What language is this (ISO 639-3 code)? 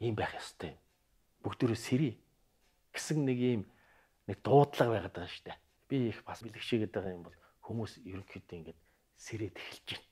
mon